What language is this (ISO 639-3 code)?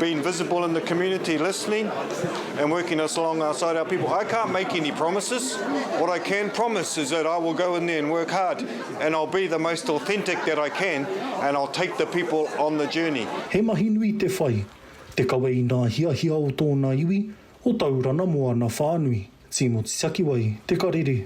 mri